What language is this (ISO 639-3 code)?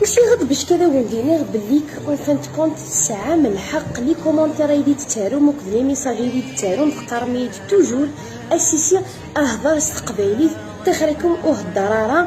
kab